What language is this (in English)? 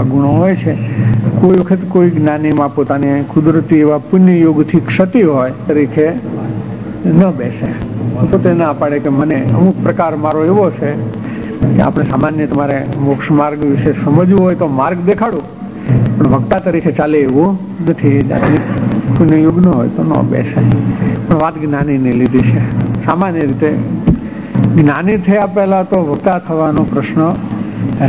Gujarati